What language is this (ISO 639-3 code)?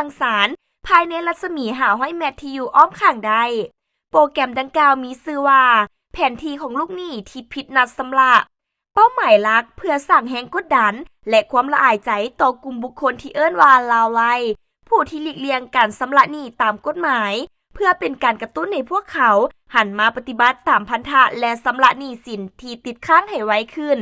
lao